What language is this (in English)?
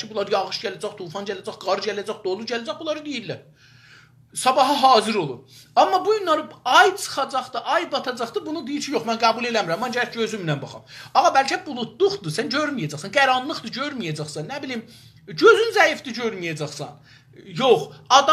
South Azerbaijani